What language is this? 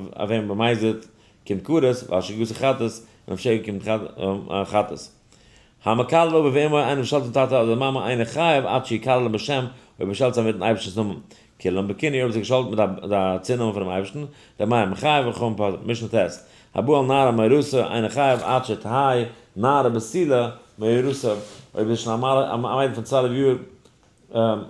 Yiddish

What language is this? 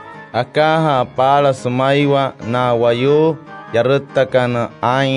Wayuu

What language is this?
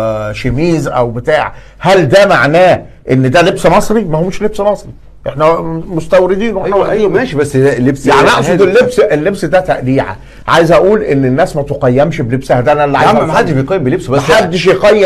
Egyptian Arabic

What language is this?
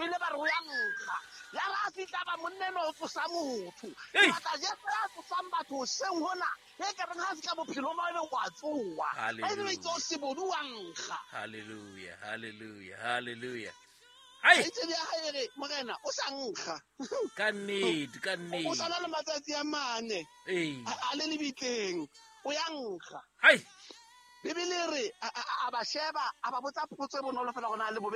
Southern Sotho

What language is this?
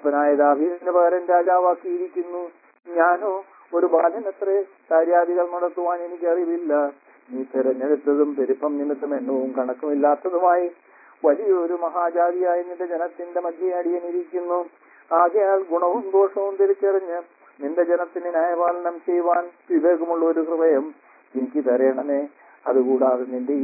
Malayalam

